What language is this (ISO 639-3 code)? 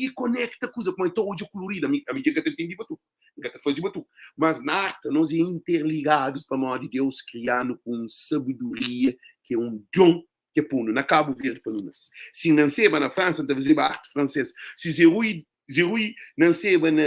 kea